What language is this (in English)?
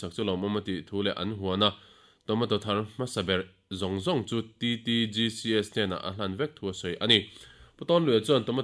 Mizo